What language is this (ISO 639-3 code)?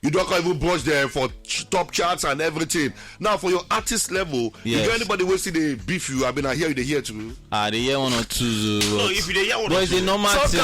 pcm